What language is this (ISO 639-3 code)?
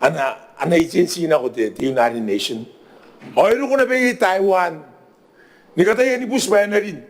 gil